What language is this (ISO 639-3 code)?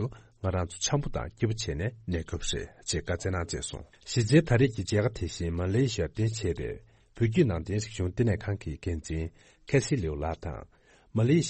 bod